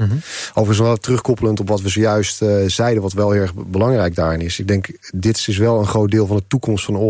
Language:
Dutch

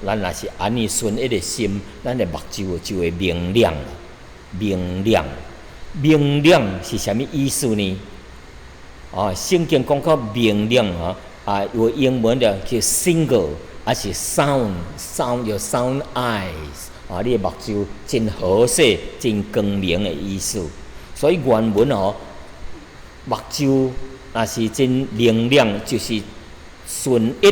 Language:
Min Nan Chinese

